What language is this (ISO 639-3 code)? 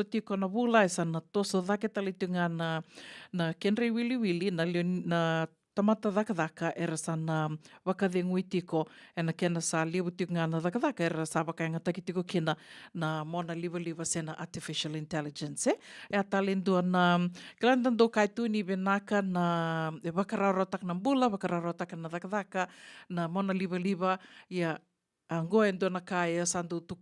fij